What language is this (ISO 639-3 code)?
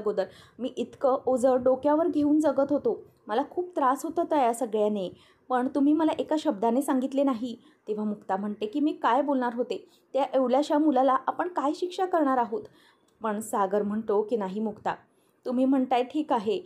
mar